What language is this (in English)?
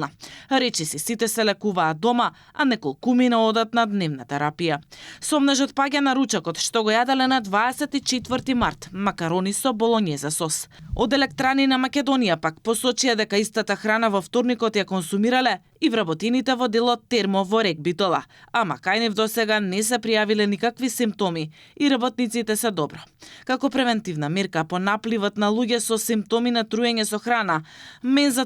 Macedonian